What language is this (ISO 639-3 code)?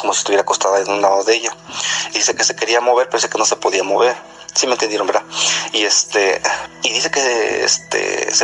spa